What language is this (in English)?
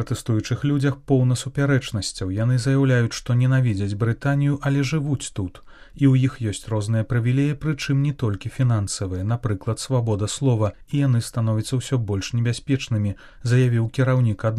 Belarusian